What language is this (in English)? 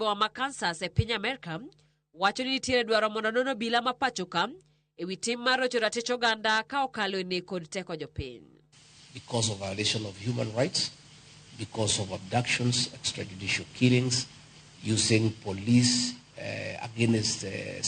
Luo (Kenya and Tanzania)